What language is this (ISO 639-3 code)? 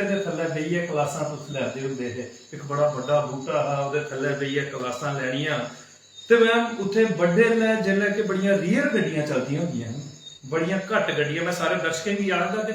doi